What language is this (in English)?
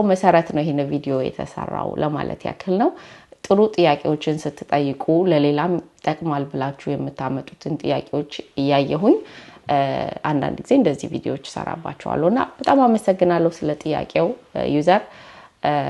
Amharic